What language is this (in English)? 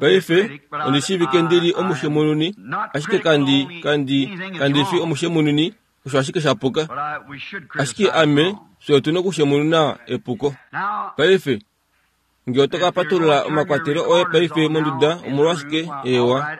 Kuanyama